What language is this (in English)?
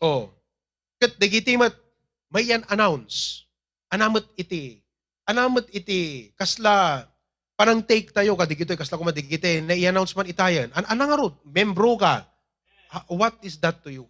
Iloko